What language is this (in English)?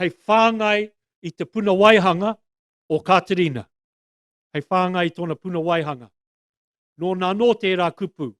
Māori